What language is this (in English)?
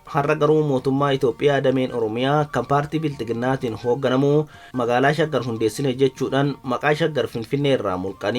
Oromo